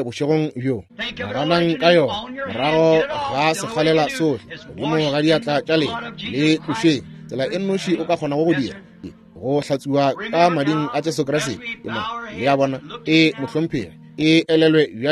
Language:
Northern Sotho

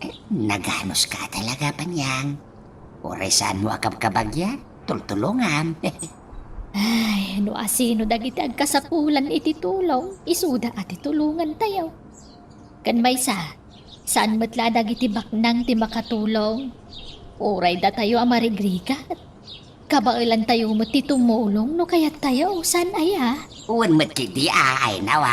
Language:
Iloko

